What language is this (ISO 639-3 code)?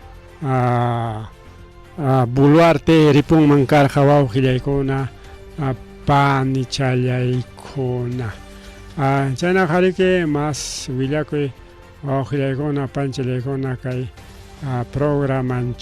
quy